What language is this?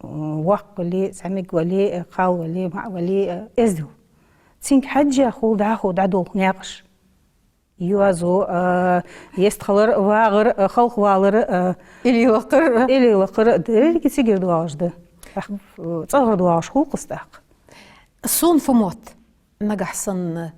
Ingush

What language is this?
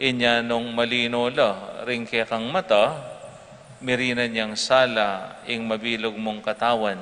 Pampanga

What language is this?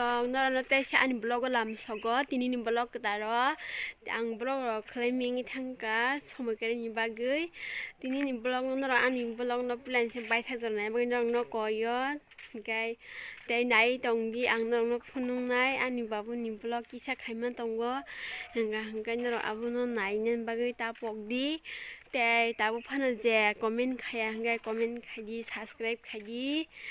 Kok Borok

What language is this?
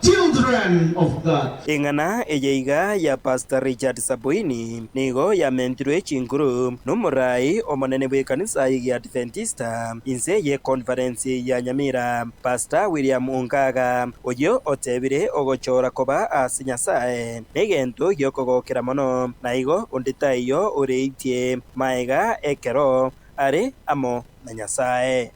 Gusii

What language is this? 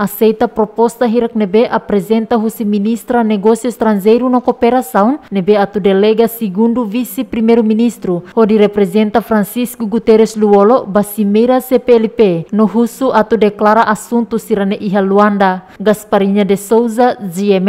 Tetum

